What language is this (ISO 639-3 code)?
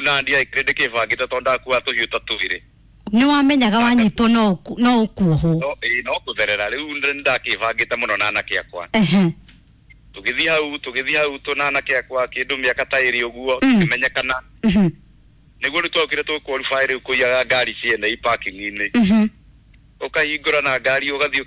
kik